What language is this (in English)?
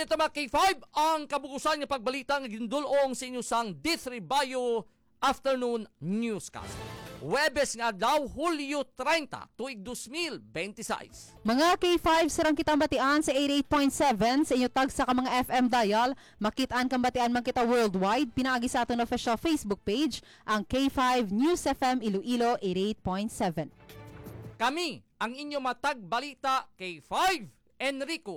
Hiligaynon